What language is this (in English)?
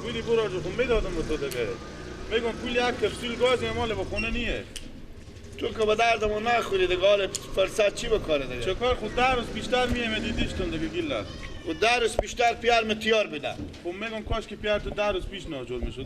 Persian